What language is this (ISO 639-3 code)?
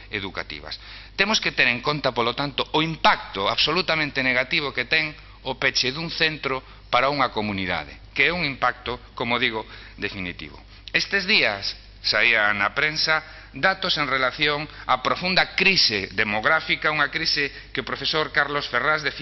glg